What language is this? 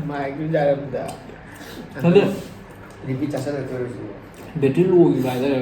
Manipuri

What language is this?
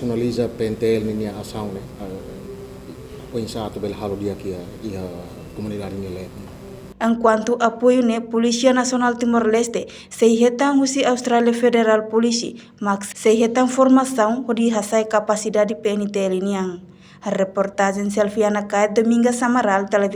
Tetum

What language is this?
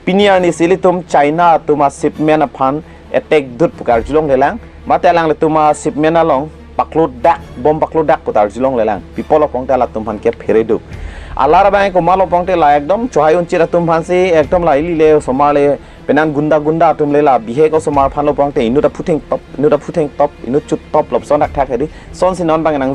Karbi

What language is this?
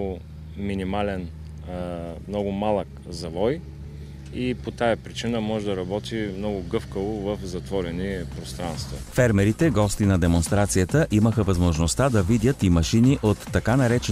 Bulgarian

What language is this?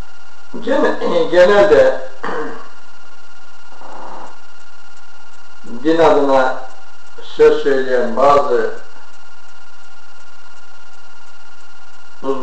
Turkish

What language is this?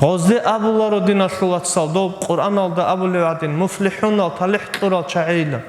Avaric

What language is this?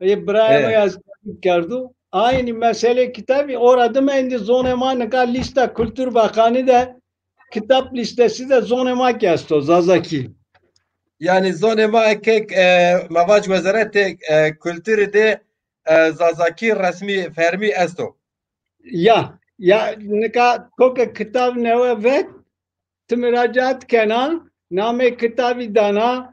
Zaza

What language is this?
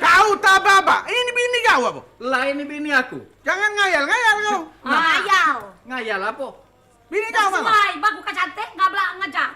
Musi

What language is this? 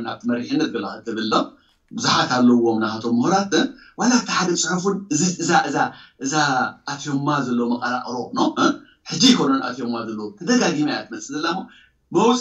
Tigrinya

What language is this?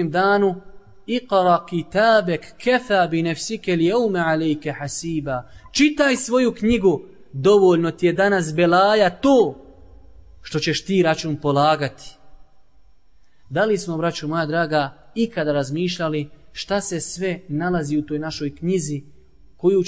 Bosnian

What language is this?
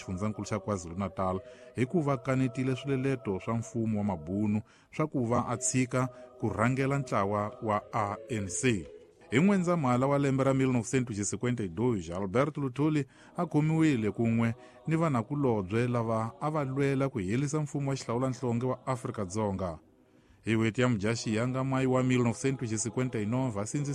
Tsonga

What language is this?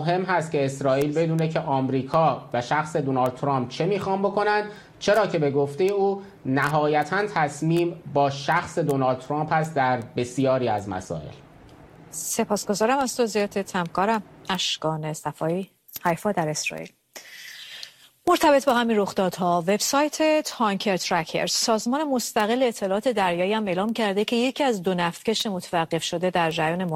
Persian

